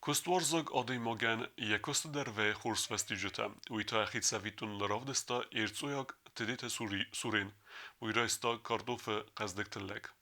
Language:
Ossetic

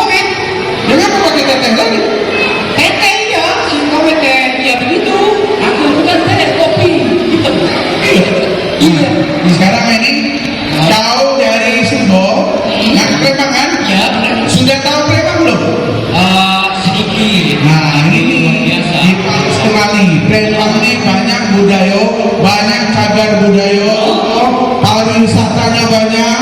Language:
Musi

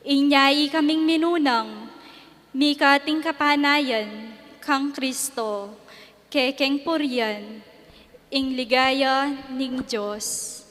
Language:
Pampanga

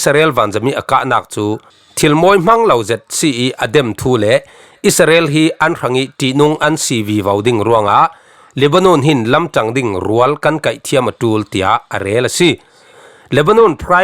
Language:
Falam Chin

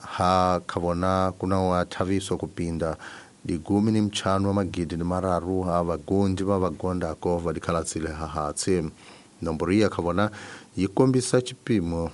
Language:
Tsonga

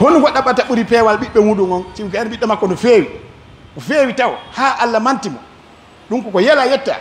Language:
Pular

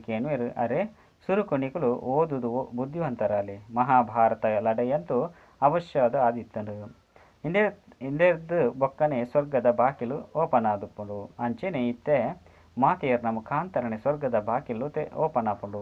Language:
Tulu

